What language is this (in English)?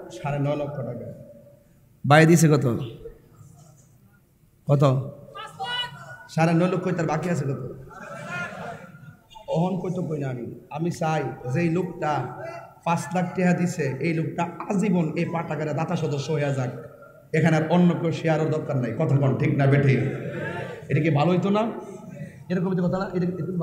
Bangla